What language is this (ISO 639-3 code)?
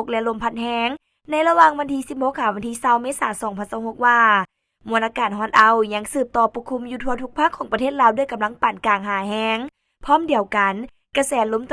lao